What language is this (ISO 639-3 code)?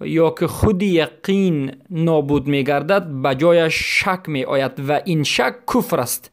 fas